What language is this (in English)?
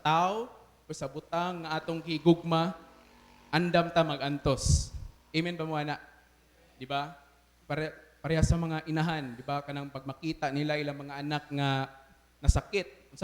Cebuano